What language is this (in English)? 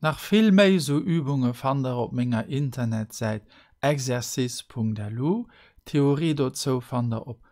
Luxembourgish